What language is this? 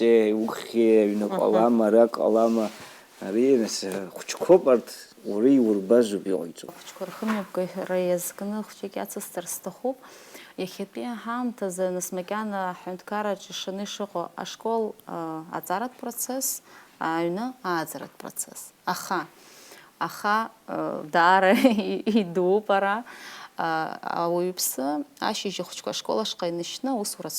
Abkhazian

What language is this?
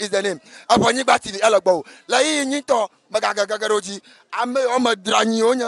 Ewe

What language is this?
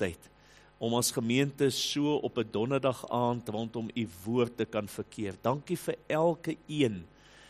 Afrikaans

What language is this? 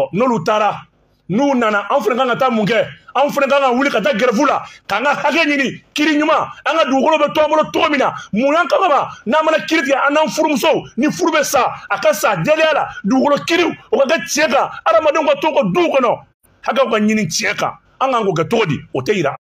Bambara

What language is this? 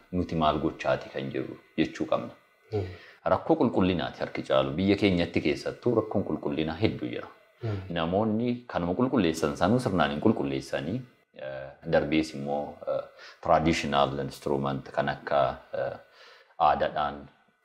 Oromo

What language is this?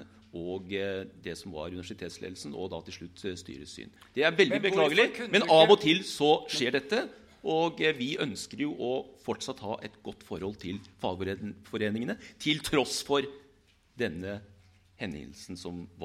Norwegian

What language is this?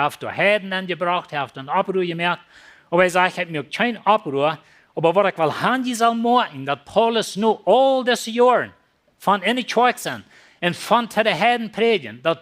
Plautdietsch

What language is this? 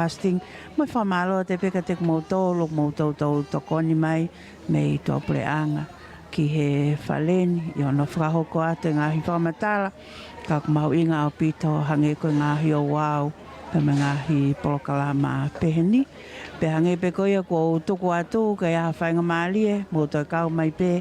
Tongan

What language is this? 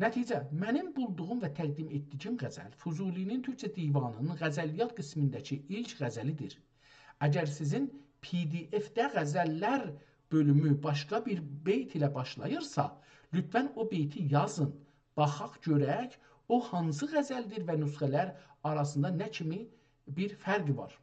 South Azerbaijani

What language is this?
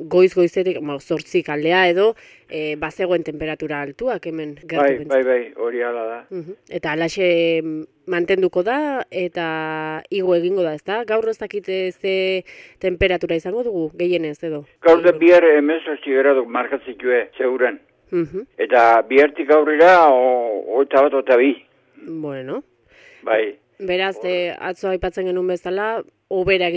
Basque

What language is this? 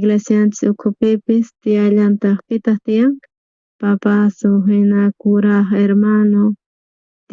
South Bolivian Quechua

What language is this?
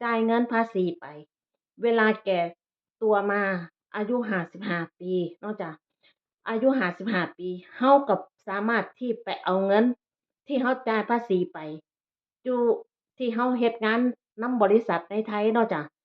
Northeastern Thai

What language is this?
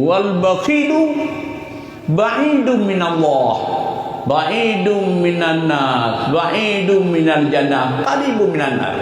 Achinese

